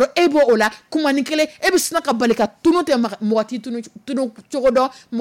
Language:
Dyula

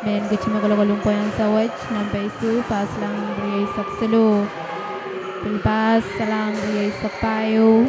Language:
Pohnpeian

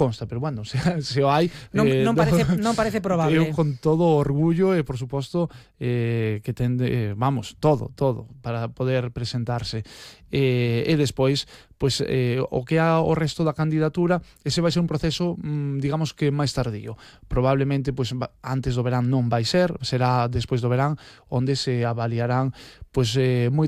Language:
Galician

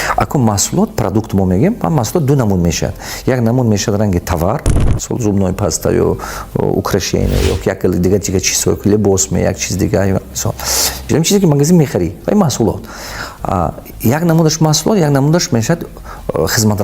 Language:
Tajik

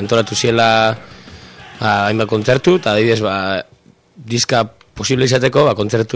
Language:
Basque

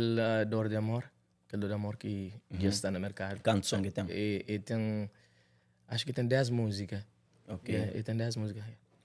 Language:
Kabuverdianu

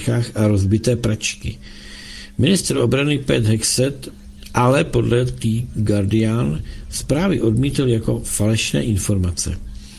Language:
Czech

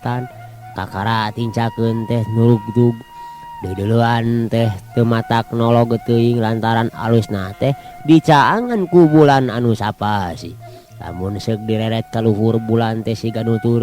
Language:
Sundanese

